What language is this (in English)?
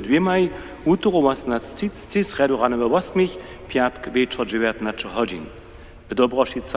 Upper Sorbian